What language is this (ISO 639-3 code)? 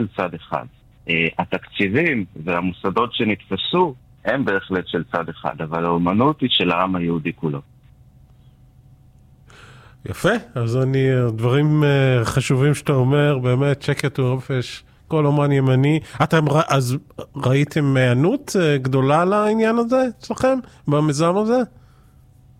heb